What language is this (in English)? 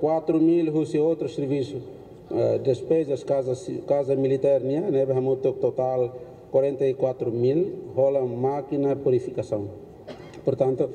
Tetum